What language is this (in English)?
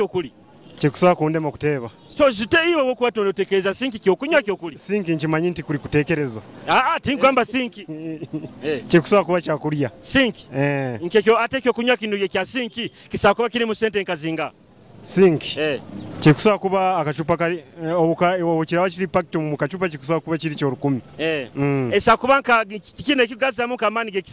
Nyoro